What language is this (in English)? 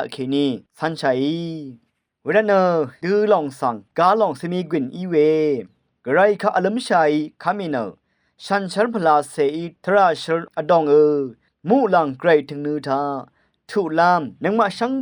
Rawang